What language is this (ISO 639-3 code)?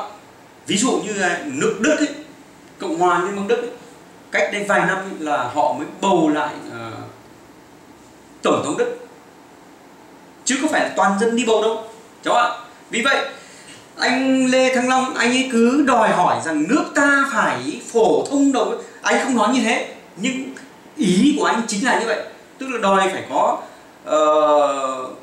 vie